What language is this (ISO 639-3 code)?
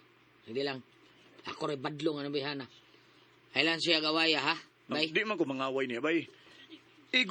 ceb